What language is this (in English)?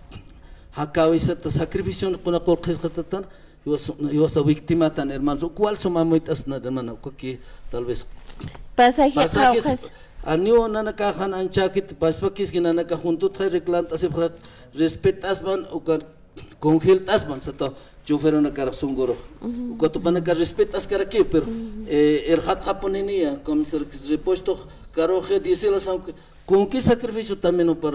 Aymara